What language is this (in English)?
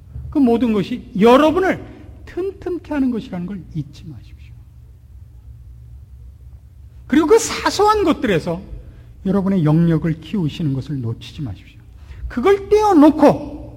Korean